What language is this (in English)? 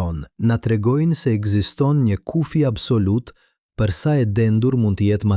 Albanian